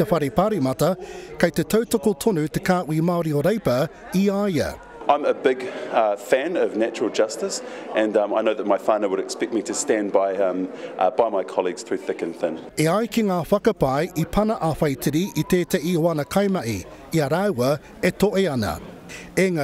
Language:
Māori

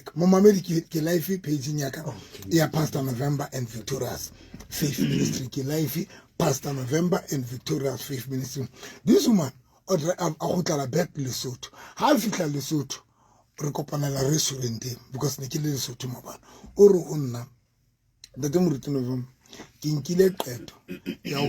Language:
Southern Sotho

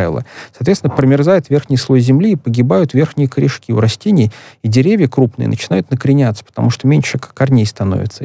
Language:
Russian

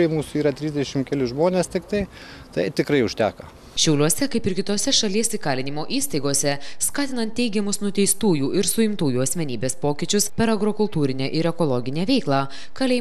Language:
Lithuanian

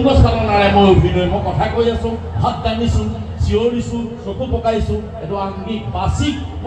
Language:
Assamese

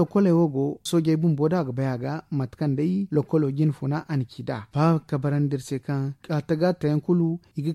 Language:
Zarma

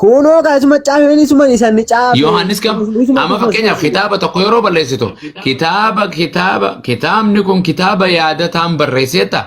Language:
Oromo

